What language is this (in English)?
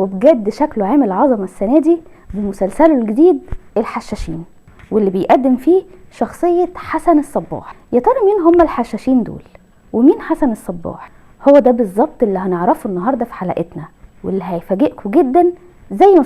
Egyptian Arabic